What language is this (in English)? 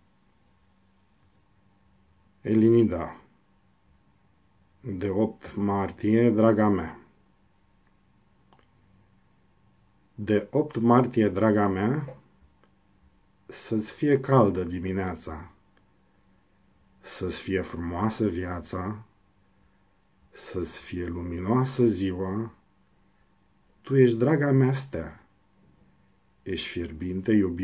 Romanian